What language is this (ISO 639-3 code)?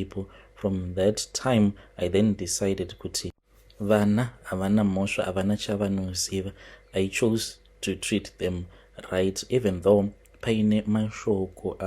sna